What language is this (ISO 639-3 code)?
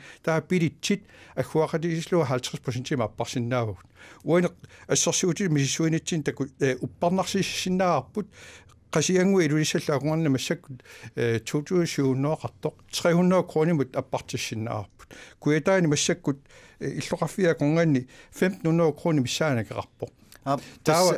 kal